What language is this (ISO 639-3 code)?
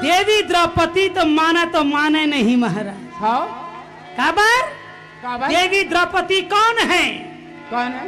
hne